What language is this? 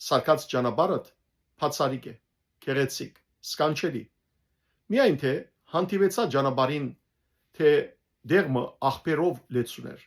Western Armenian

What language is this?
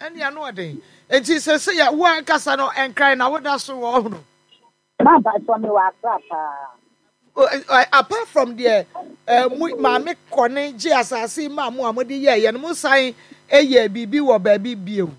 Akan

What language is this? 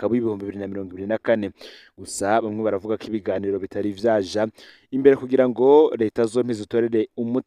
Rundi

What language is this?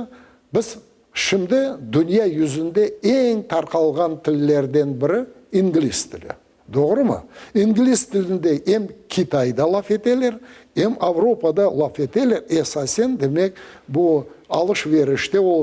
Crimean Tatar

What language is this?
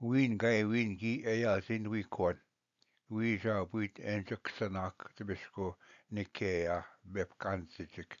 Ojibwa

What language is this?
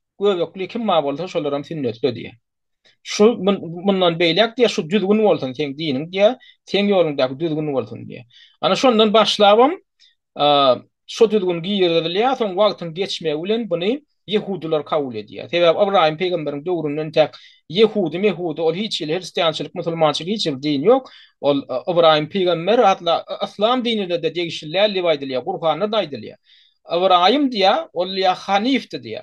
Turkmen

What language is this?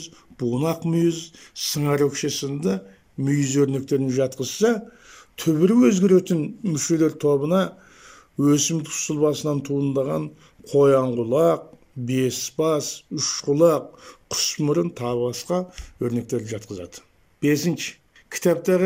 Kazakh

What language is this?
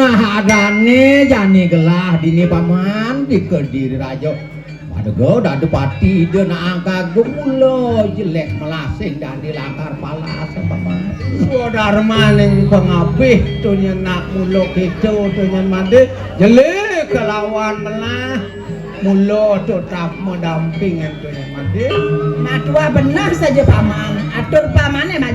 Balinese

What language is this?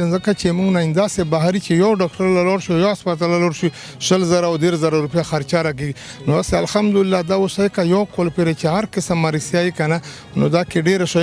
Pashto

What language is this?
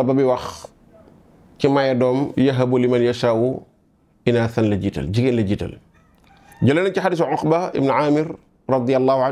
Wolof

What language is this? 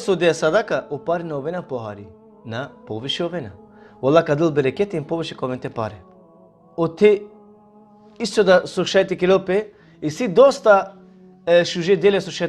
Balkan Romani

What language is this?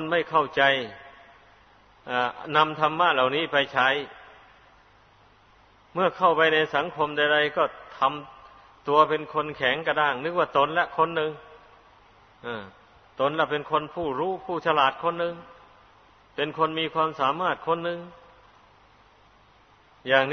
Thai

